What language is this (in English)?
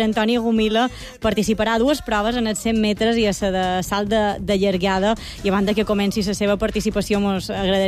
Catalan